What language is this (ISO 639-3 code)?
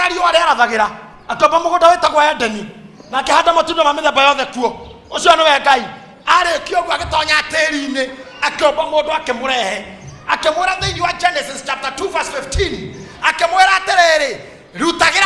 kik